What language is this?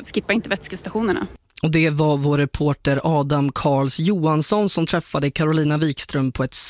Swedish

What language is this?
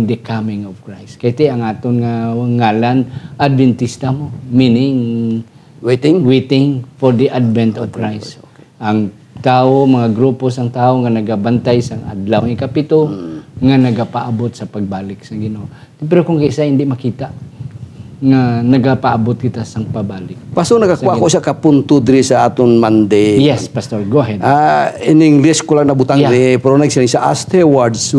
Hiligaynon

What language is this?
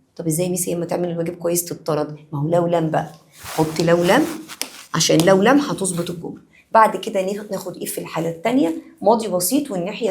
Egyptian Arabic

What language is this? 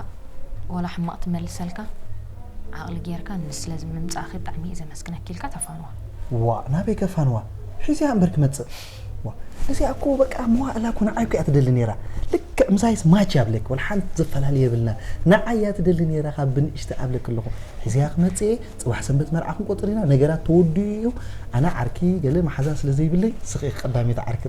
Tigrinya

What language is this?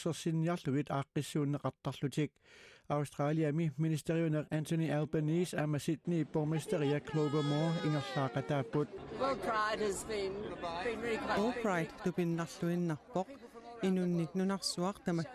Kalaallisut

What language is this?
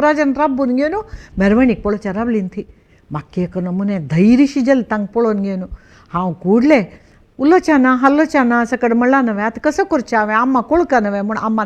Konkani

